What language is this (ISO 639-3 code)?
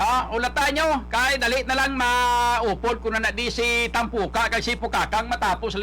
hil